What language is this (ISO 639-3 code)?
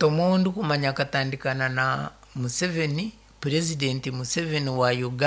nyn